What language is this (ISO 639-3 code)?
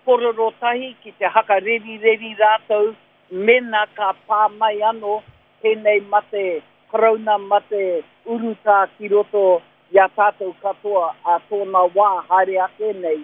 mri